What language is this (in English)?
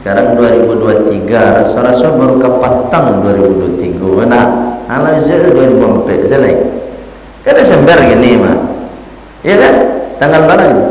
Minangkabau